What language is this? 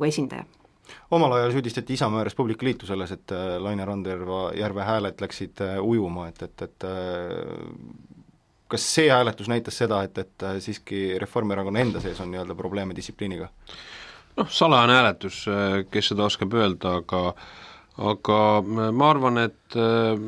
Estonian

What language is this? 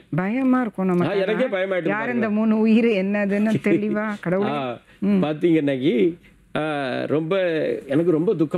Tamil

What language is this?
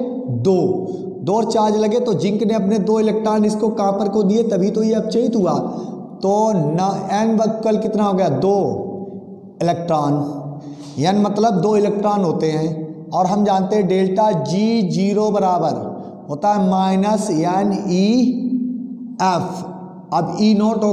Hindi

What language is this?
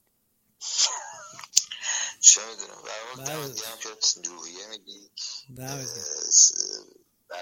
Persian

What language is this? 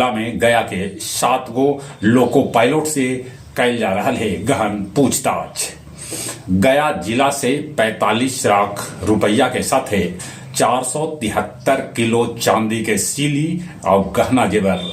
Magahi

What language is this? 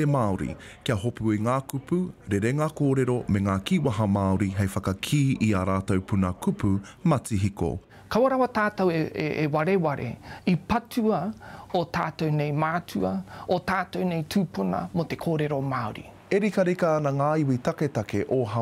Māori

